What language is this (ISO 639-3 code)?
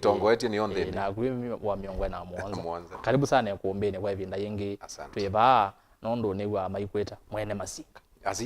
kam